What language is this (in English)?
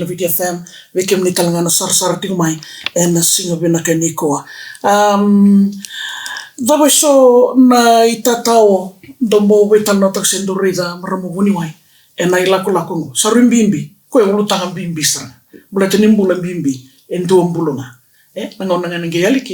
Fijian